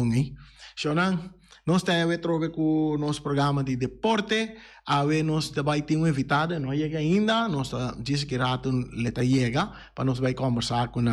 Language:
Papiamento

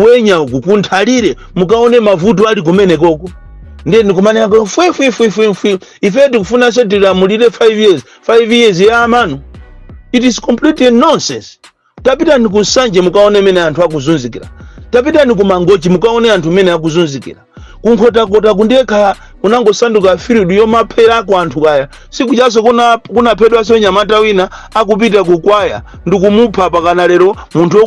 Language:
Nyanja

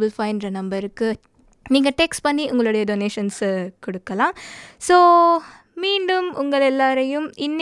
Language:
Tamil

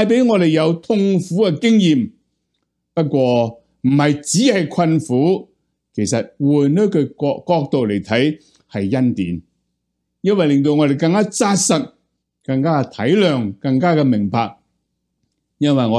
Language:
Cantonese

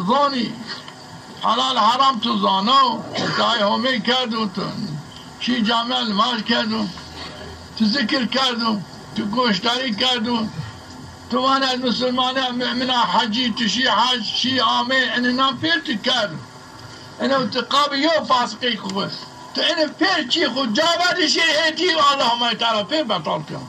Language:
Zaza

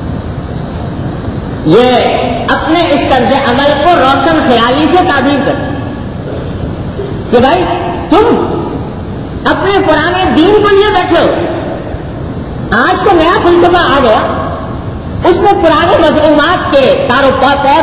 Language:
Urdu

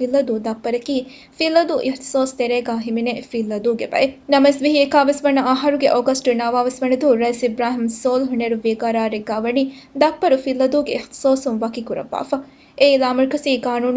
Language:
Divehi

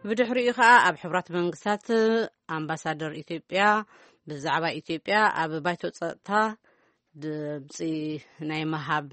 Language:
Tigrinya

